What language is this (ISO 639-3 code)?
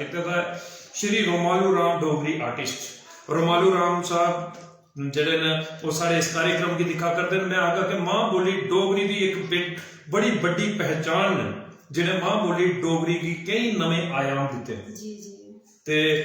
doi